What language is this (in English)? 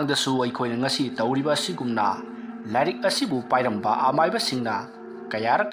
Manipuri